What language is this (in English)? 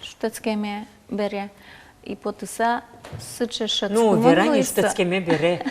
Udmurt